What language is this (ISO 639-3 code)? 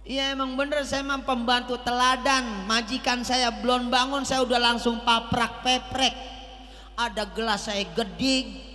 bew